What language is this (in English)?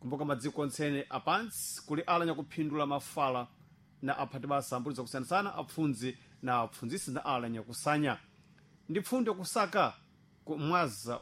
Sena